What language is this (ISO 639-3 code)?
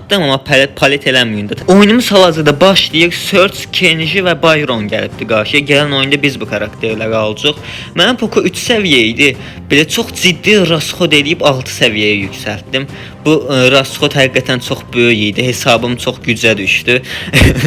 aze